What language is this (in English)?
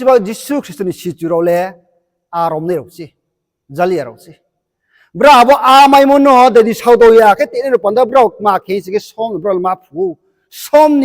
Riang (India)